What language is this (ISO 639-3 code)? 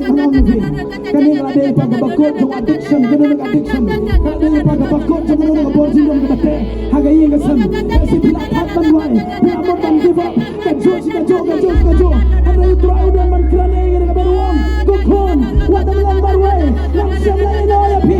kha